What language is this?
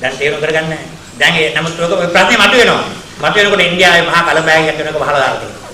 Sinhala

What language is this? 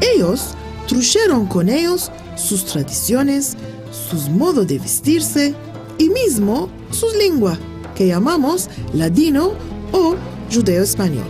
Ladino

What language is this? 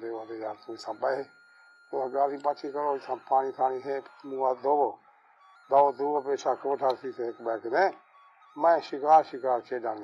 Saraiki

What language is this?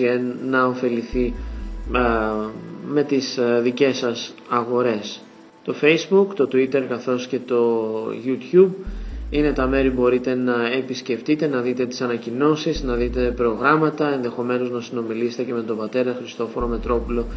Greek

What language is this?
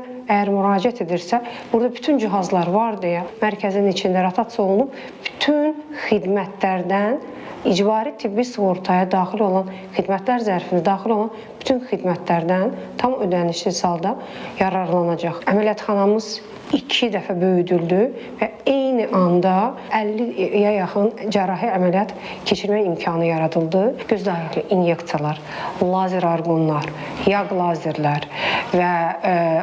Azerbaijani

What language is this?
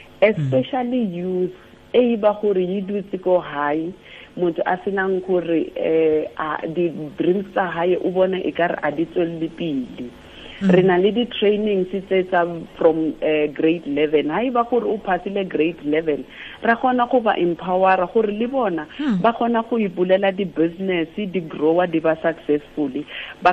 Tswana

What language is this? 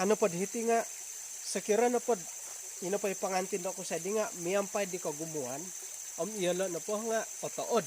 Central Dusun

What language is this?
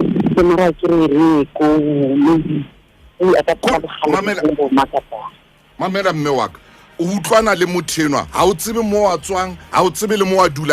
Southern Sotho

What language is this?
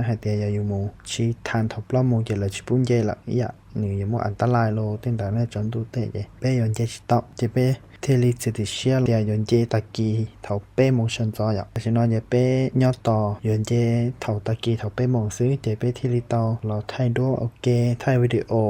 Hmong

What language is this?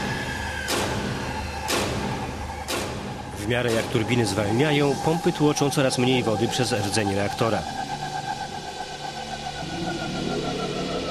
Polish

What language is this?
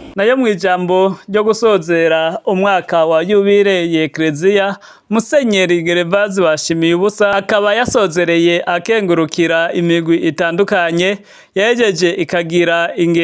Rundi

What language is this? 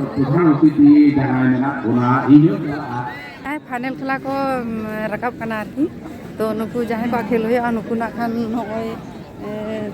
Santali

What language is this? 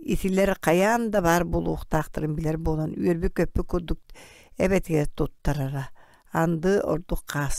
Yakut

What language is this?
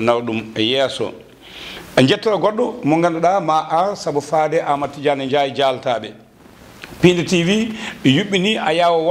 Fula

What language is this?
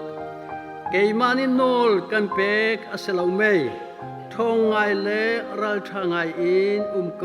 Hakha Chin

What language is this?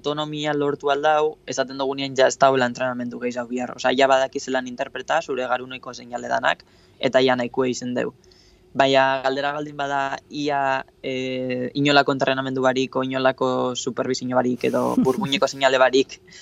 Basque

